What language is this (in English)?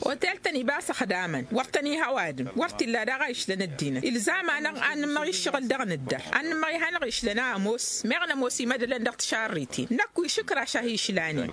Tamasheq